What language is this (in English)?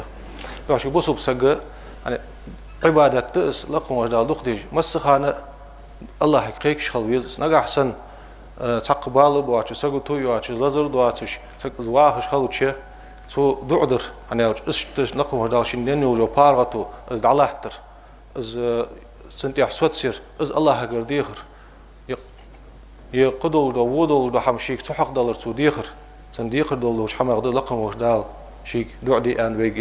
Ingush